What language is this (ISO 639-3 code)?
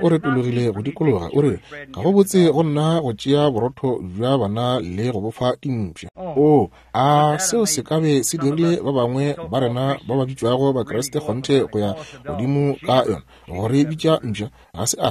nso